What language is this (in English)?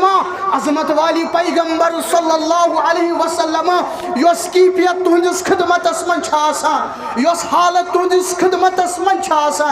Kashmiri